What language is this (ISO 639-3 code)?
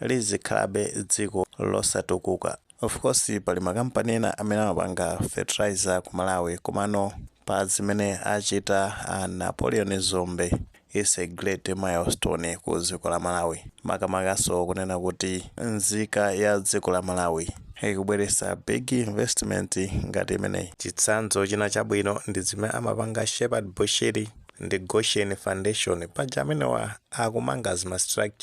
nya